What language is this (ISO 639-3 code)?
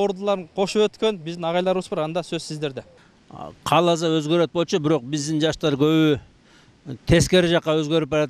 kir